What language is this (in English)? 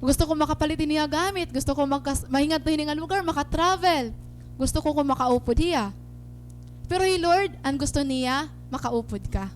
Waray